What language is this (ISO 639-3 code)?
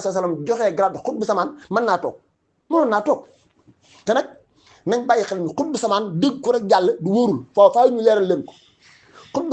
wol